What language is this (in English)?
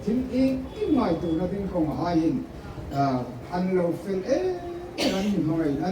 Hmar